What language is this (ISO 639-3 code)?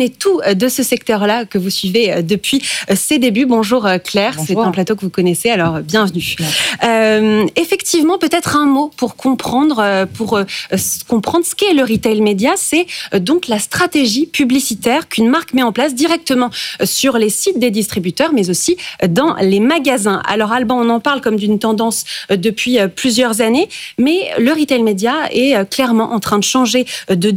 fra